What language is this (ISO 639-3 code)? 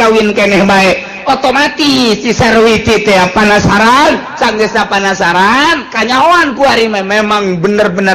sun